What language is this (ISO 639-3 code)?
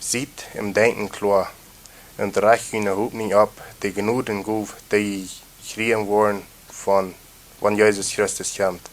pdt